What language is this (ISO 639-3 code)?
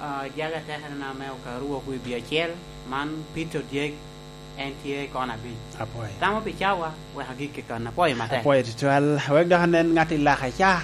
laj